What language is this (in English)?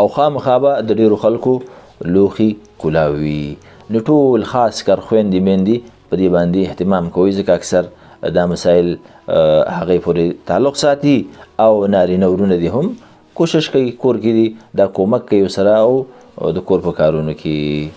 Pashto